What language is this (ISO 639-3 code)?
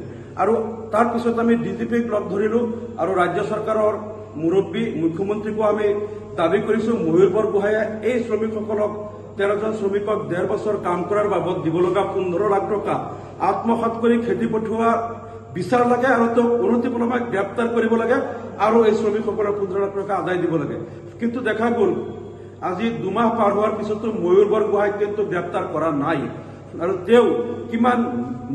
asm